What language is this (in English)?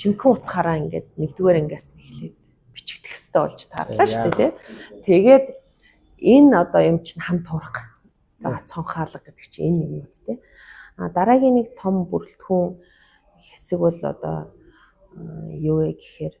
Mongolian